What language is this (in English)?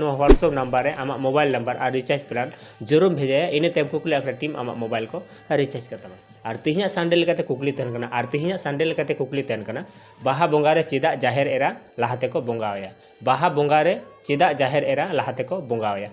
Santali